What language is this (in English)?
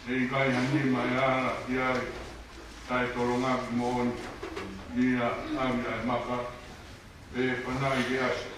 Tongan